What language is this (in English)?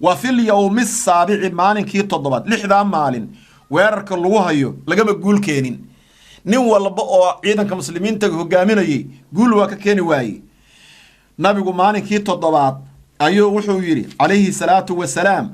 Somali